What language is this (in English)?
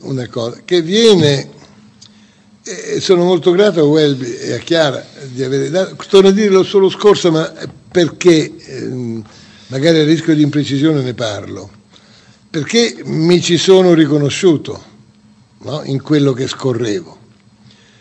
Italian